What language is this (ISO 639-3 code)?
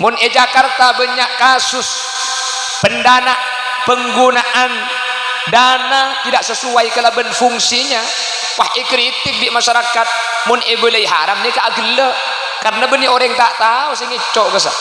mad